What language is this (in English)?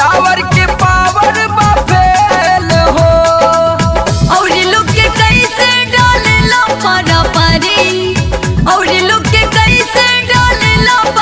Bhojpuri